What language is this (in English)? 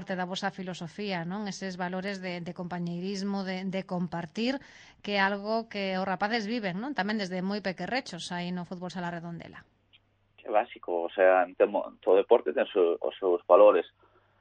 Galician